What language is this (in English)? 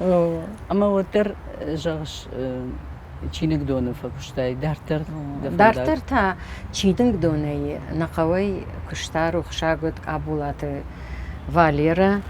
Ossetic